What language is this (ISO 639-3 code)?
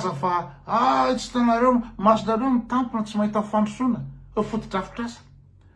mlg